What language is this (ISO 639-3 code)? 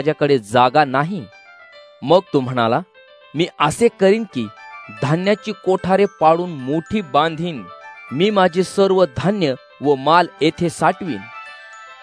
mar